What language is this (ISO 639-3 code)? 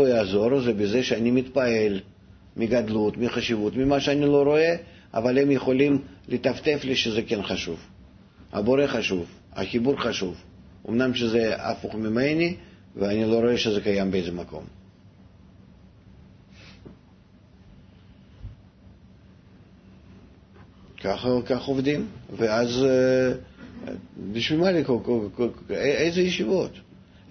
heb